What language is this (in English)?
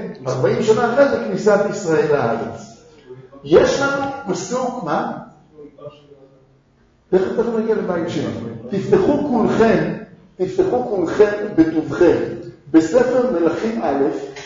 Hebrew